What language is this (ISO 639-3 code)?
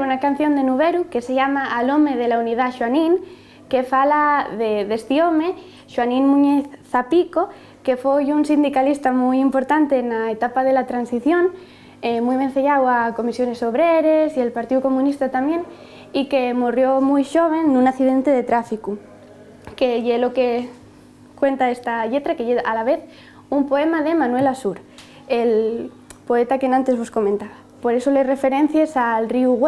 ast